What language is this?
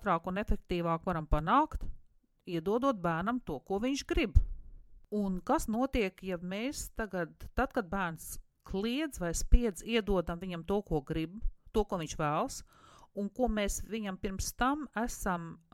Latvian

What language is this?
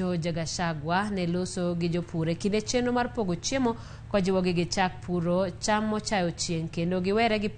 Luo (Kenya and Tanzania)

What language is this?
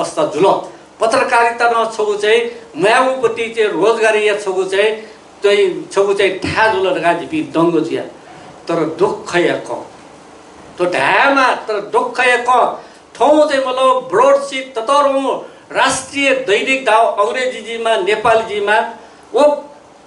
Newari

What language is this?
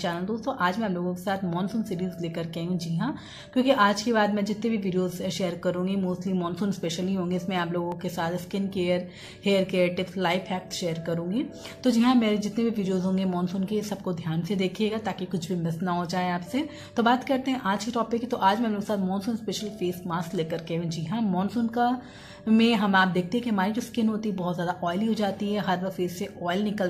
Hindi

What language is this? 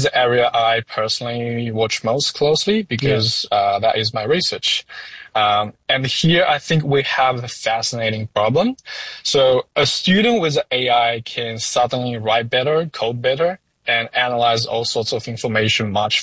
English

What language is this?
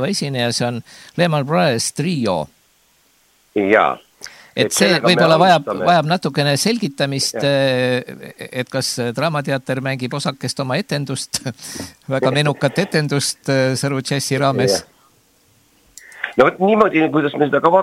Estonian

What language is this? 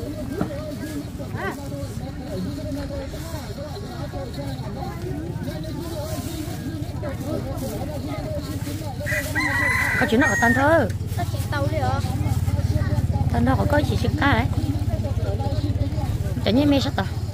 Vietnamese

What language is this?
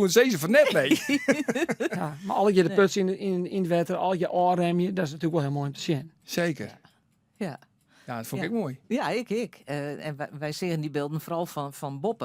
Western Frisian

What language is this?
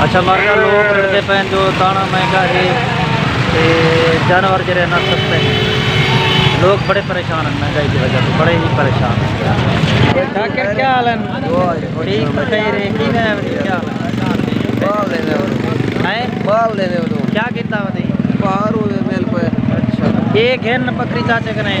Saraiki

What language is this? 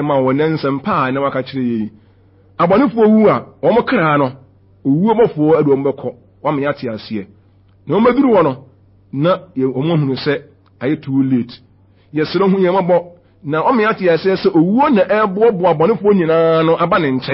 Akan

